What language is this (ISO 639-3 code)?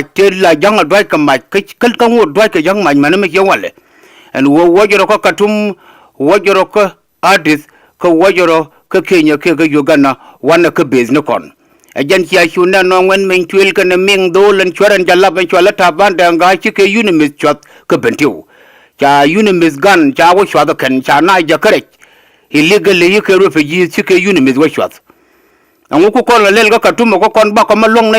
nus